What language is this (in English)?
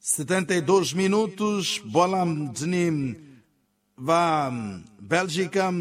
Tsonga